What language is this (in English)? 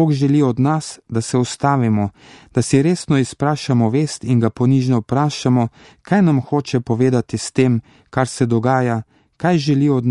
Slovenian